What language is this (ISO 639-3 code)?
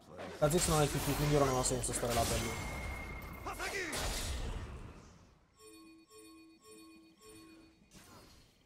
ita